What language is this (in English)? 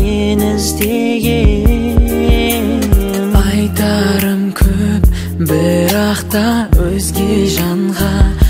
Kazakh